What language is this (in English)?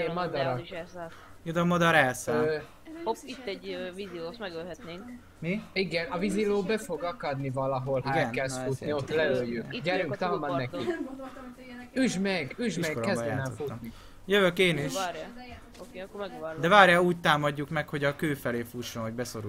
Hungarian